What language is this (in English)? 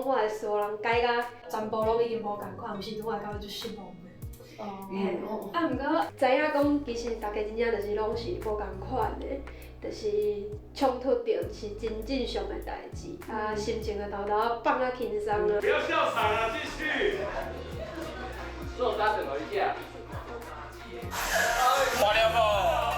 Min Nan Chinese